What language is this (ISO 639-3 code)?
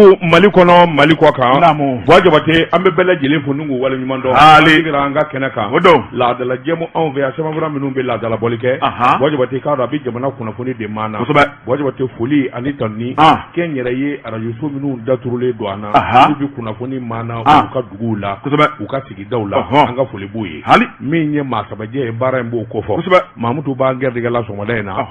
bam